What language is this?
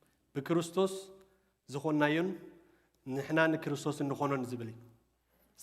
Tigrinya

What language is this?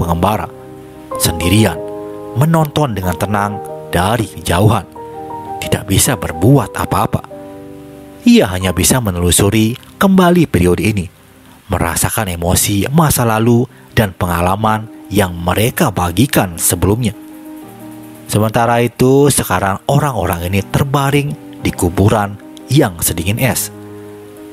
Indonesian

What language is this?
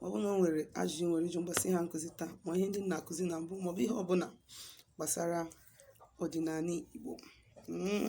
Igbo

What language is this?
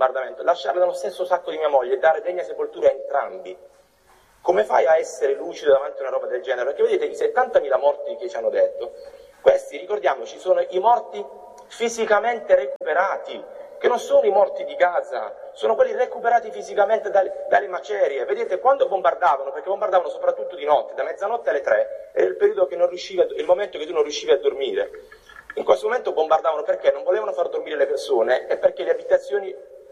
Italian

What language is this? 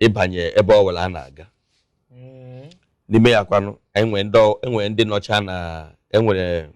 Igbo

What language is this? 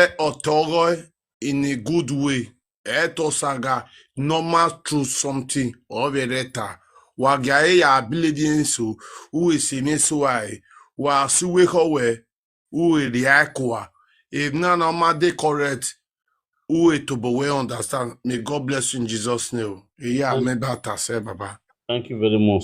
Nigerian Pidgin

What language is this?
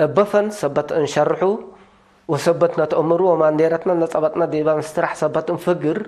Tigre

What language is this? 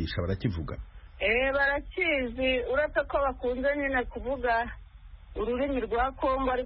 Kinyarwanda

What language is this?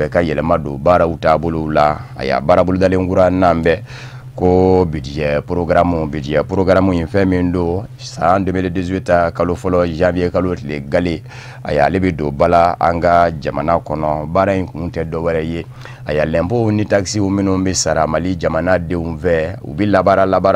Bambara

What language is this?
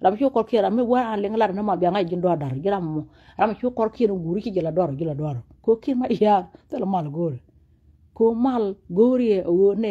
Nuer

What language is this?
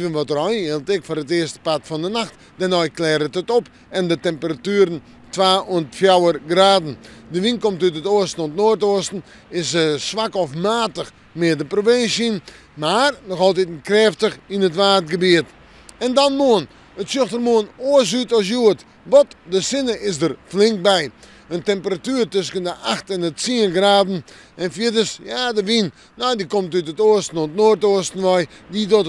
Western Frisian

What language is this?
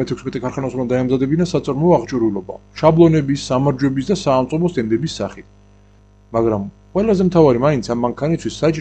Georgian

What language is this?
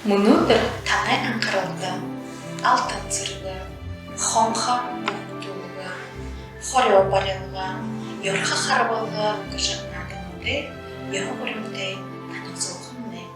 Buriat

